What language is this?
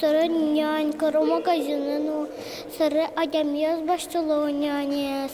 Udmurt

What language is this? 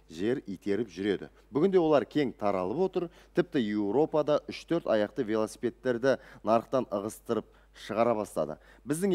Kazakh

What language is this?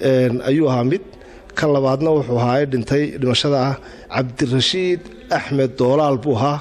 Somali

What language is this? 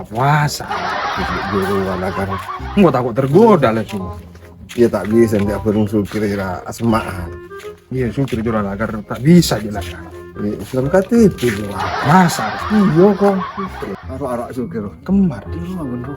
Madurese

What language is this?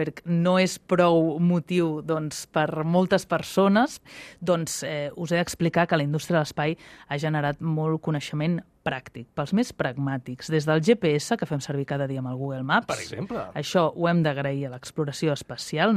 Catalan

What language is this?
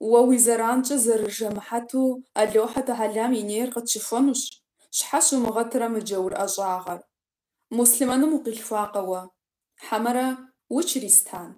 Kabardian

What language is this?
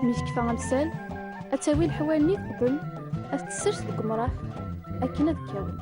Tachawit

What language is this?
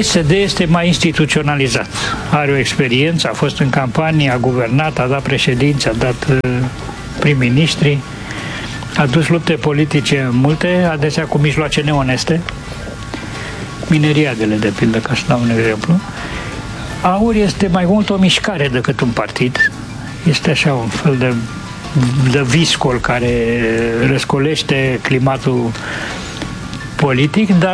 Romanian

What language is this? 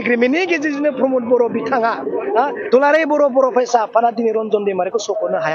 Bodo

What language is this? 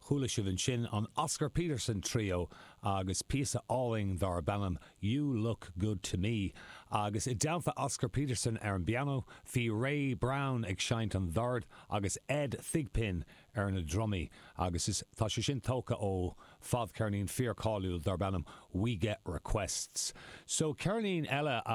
Irish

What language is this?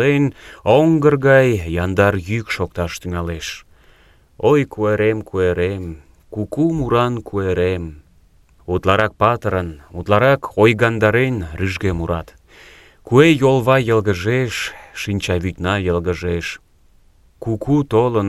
Mari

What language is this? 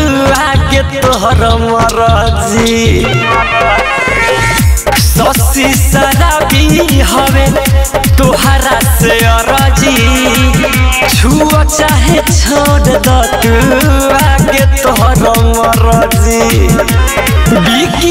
Bhojpuri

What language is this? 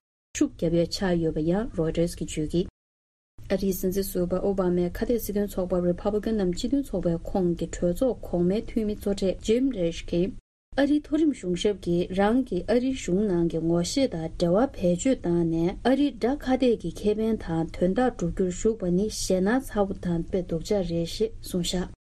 Tibetan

